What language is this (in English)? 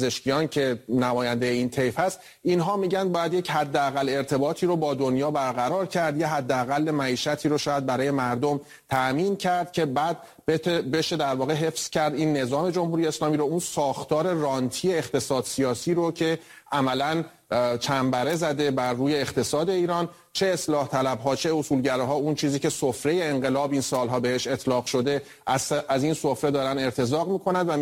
Persian